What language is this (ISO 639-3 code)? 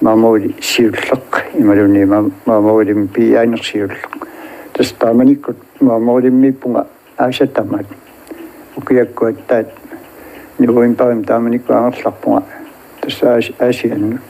kal